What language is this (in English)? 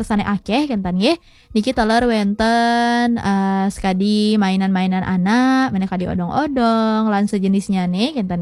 Balinese